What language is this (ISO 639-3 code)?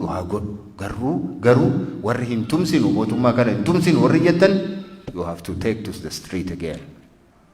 orm